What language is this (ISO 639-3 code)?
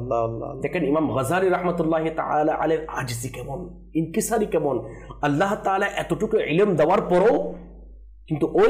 ben